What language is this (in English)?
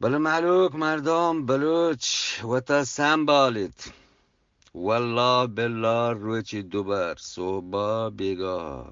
Eastern Balochi